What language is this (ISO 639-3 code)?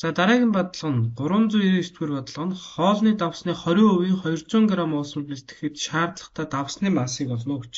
mon